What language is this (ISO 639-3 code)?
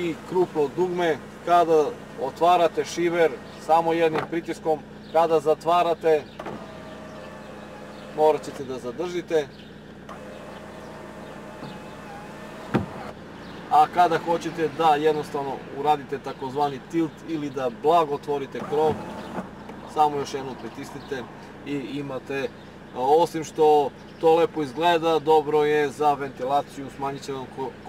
srp